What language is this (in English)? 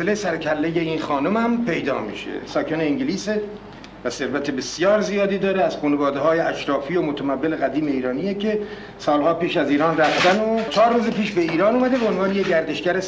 Persian